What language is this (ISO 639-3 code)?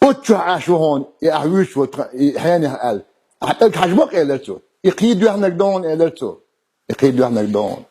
che